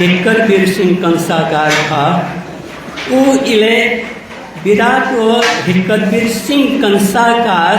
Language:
Newari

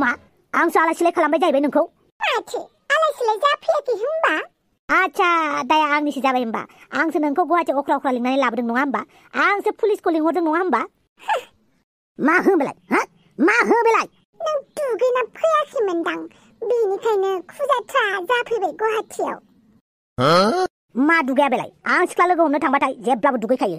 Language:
Bodo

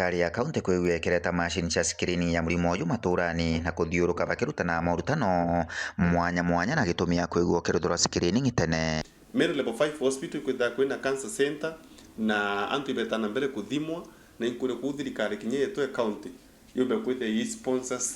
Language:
Meru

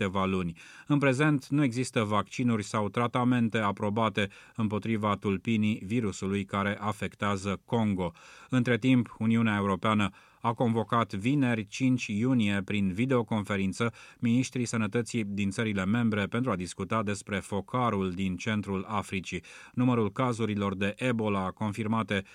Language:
Romanian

